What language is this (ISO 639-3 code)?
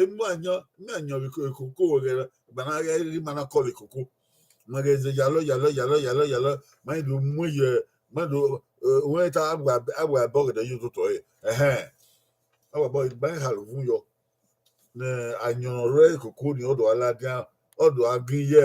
bin